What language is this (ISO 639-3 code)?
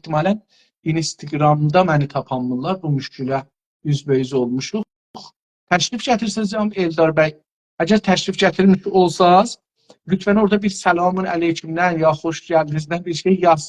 azb